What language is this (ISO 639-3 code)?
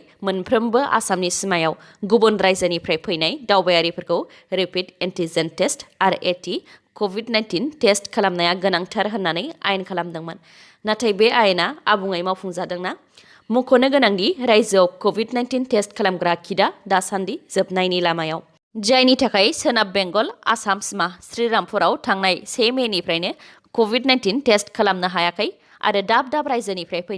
brx